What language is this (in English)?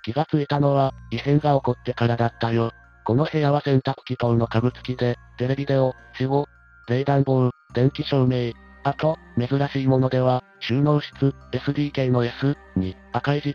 Japanese